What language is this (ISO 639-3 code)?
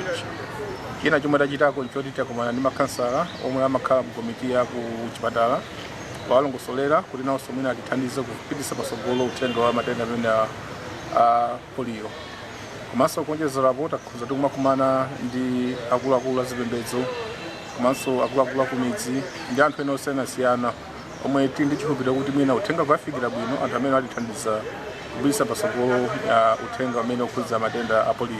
nya